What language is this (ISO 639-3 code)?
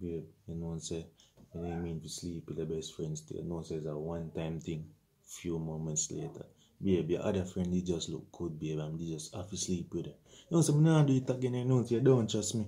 jam